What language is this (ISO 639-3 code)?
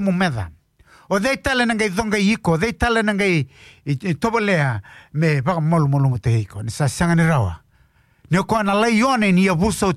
fij